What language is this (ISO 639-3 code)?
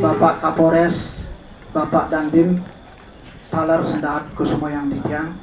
ban